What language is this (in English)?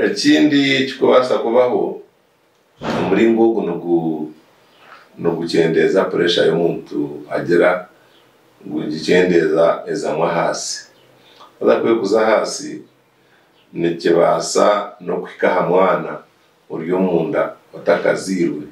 Nyankole